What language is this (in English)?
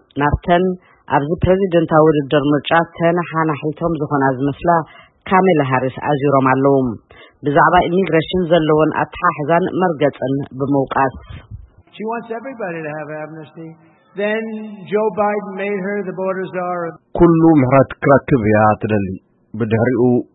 Tigrinya